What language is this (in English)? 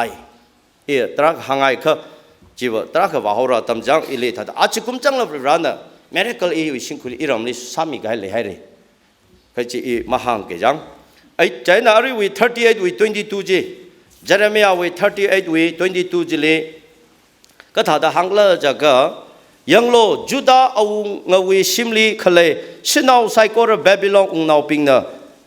Tangkhul Naga (India)